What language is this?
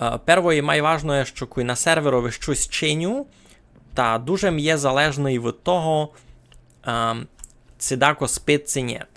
Rusyn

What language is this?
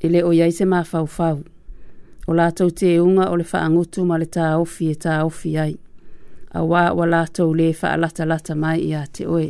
Samoan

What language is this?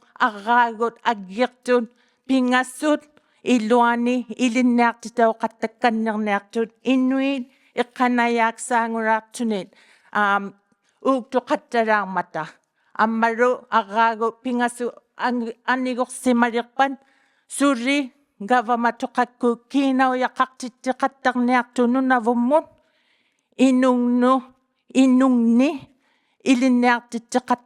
Inuktitut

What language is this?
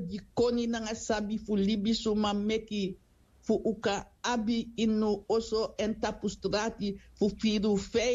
Sranan Tongo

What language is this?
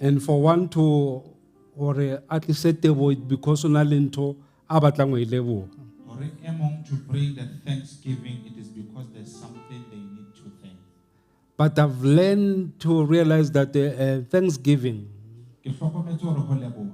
Southern Sotho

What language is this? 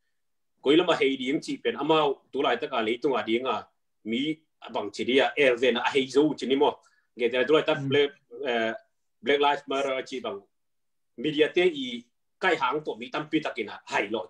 Tedim Chin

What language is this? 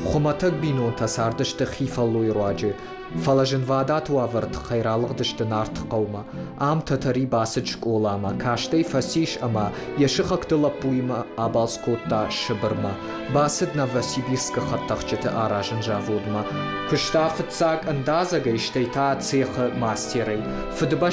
Ossetic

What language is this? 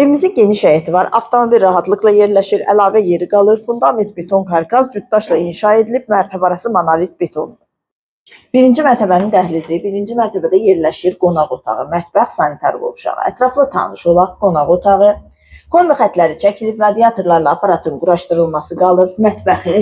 Azerbaijani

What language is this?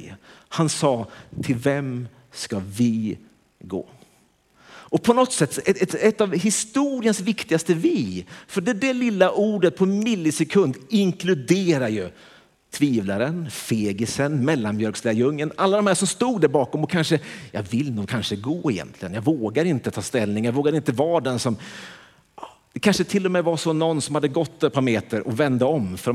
Swedish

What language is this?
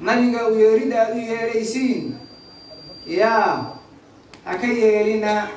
Somali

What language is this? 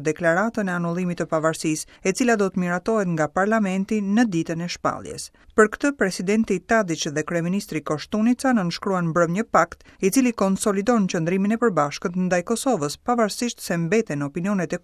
Albanian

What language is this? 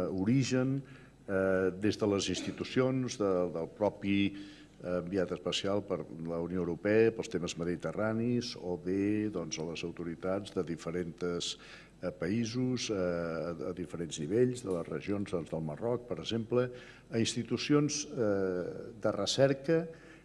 Catalan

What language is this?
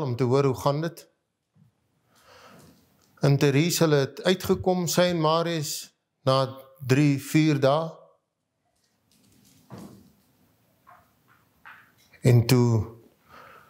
Afrikaans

